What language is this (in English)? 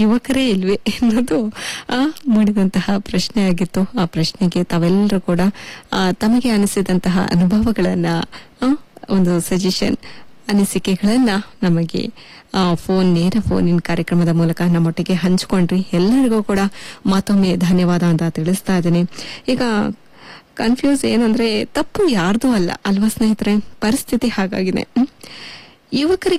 Kannada